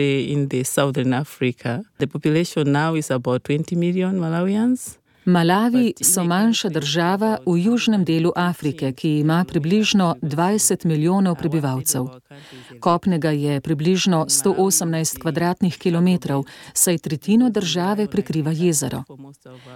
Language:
Slovenian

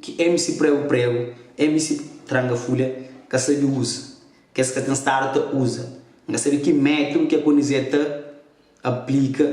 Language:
Kabuverdianu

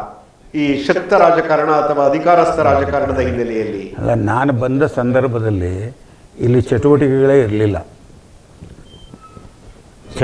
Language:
Kannada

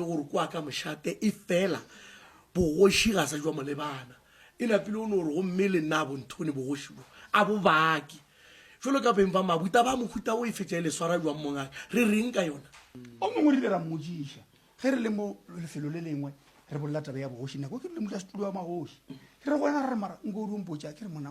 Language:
Northern Sotho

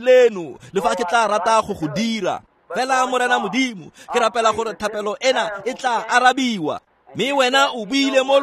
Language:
Tswana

